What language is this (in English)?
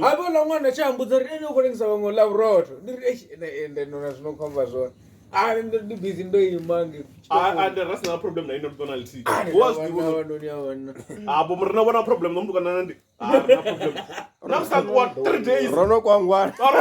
Venda